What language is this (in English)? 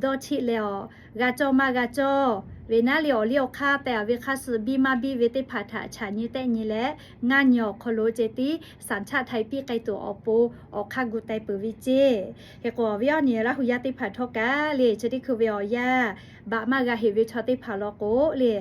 Lahu